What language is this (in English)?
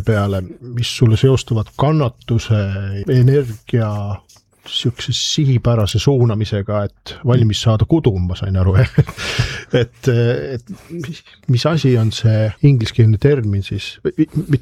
Estonian